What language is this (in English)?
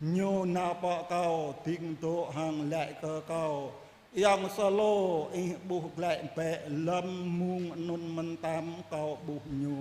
Jarai